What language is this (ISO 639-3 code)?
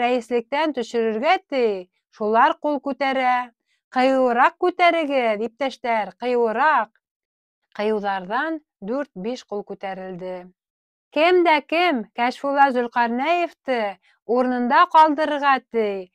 bak